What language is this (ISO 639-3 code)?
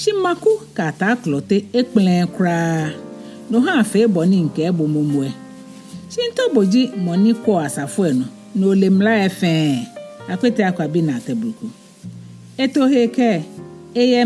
gaa